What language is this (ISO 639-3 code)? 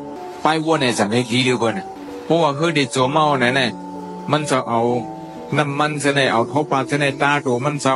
shn